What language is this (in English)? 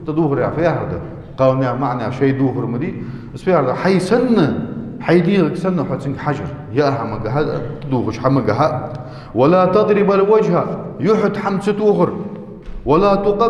Ingush